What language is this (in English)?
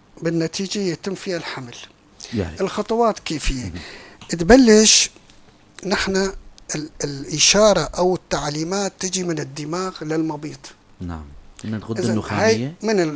North Levantine Arabic